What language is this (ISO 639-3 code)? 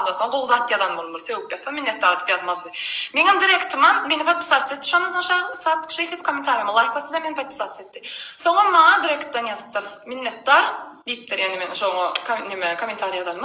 tuk